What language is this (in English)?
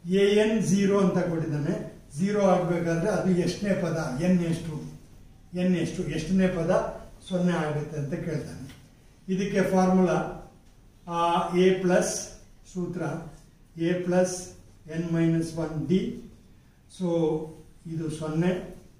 Kannada